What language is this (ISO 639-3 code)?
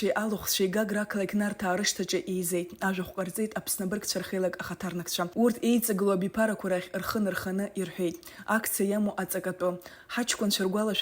abk